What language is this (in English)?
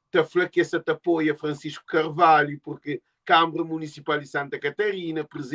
Kabuverdianu